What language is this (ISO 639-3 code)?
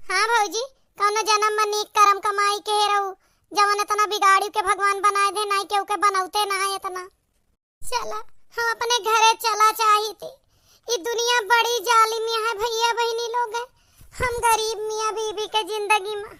awa